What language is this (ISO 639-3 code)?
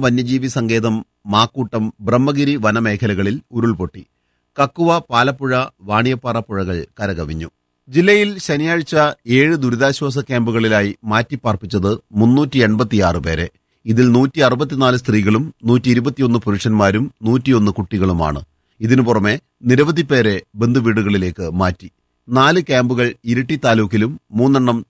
mal